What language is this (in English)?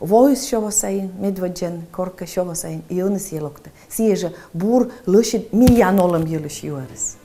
Komi